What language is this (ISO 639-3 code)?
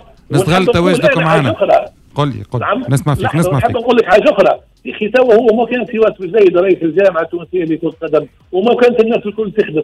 aeb